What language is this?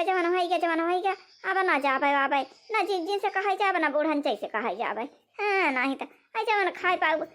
Awadhi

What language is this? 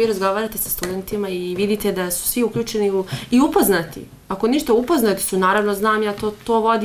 Bosnian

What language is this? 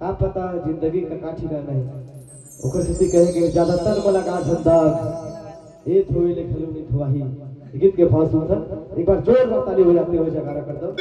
Chhattisgarhi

